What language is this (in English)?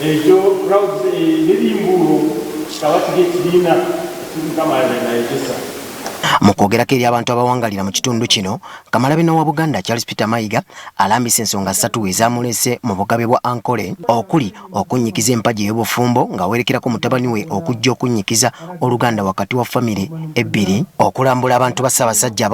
Ganda